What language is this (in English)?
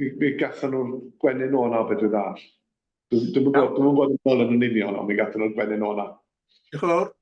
Welsh